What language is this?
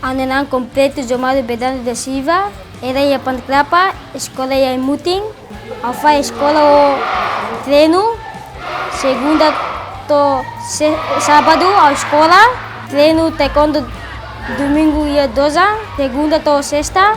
Tetum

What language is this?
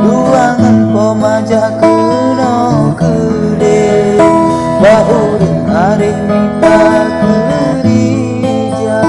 Achinese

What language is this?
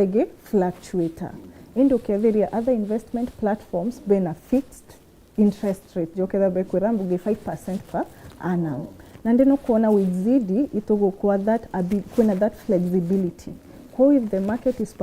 Meru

